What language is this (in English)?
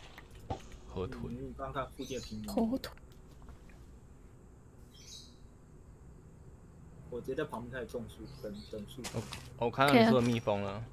Chinese